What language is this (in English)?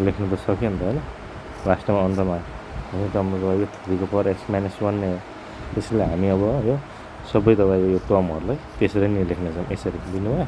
Nepali